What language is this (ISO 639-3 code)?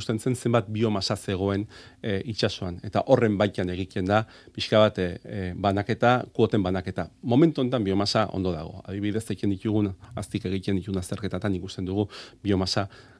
eus